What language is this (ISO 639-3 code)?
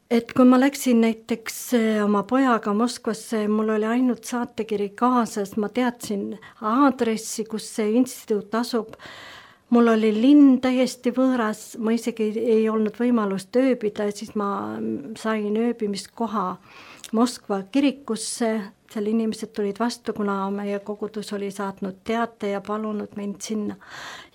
est